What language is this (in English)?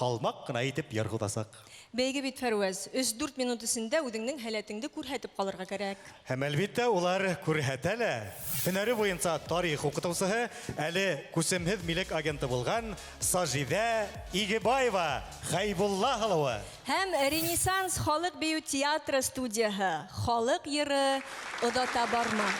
Bashkir